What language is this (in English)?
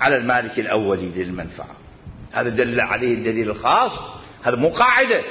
Mesopotamian Arabic